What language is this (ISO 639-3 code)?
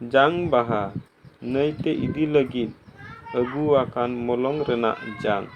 sat